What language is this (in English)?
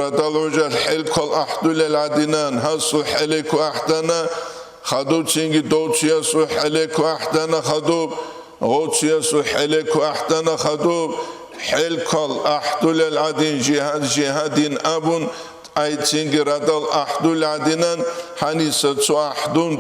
Avaric